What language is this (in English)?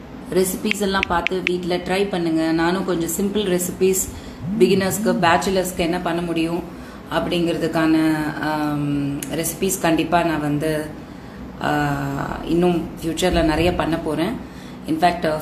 Tamil